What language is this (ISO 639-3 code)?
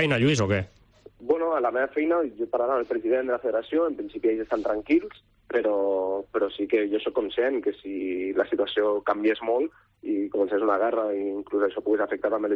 cat